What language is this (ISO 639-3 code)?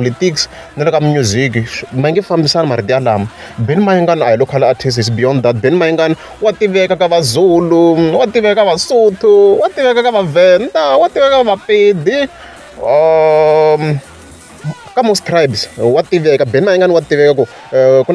tso